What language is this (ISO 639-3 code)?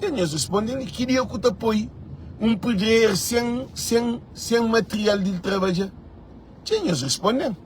kea